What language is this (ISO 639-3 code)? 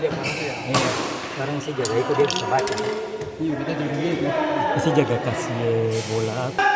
abs